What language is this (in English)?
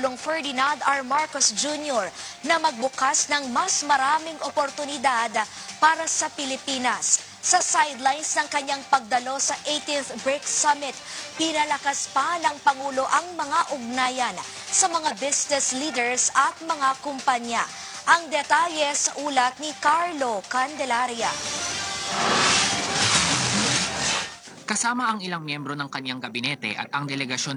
Filipino